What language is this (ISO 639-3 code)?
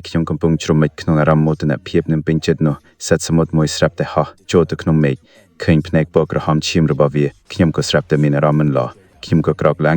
khm